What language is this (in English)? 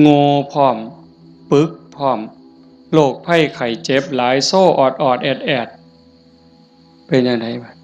Northeastern Thai